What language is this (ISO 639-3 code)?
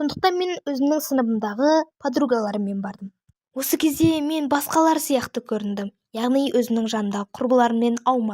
kaz